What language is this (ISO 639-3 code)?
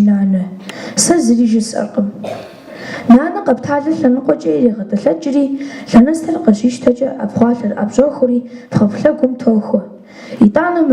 kbd